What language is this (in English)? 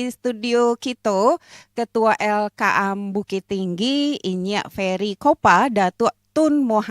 Minangkabau